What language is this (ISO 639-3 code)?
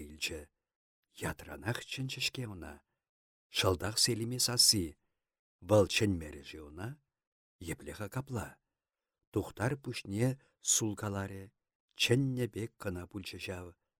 chv